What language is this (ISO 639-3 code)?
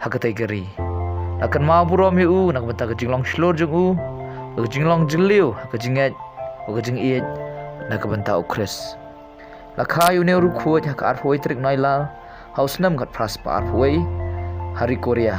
kha